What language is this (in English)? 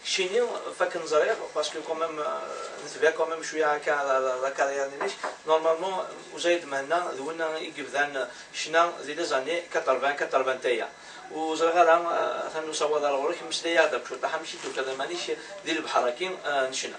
Kabyle